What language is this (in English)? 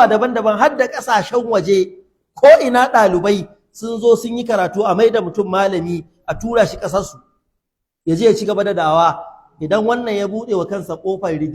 Hausa